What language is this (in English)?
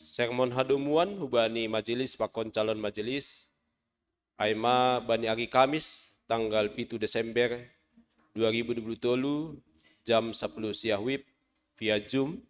Batak Simalungun